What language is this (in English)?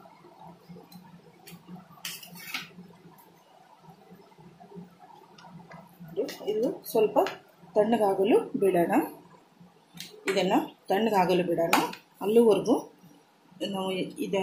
Kannada